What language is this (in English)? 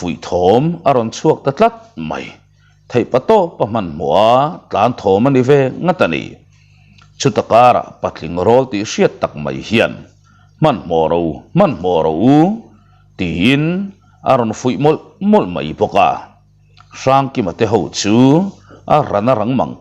Mizo